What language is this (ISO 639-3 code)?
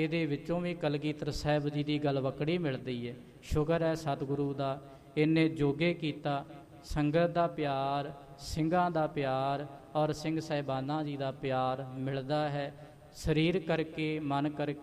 pan